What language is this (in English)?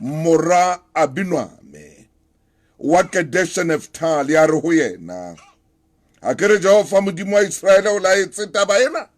Southern Sotho